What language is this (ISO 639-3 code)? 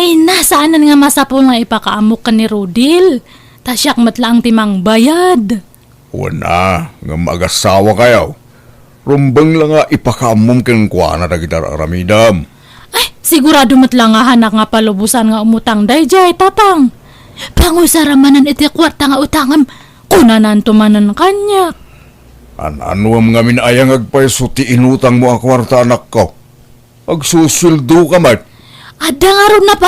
ilo